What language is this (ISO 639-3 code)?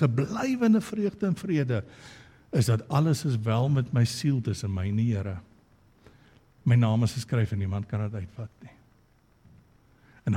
afr